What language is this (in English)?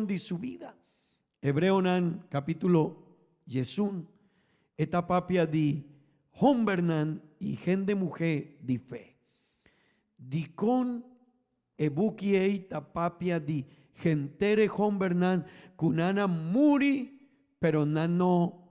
Papiamento